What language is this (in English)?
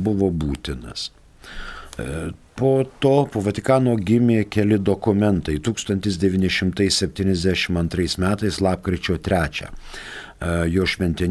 Lithuanian